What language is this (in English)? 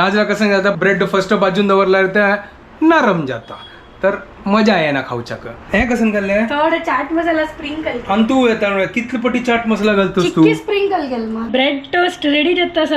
Konkani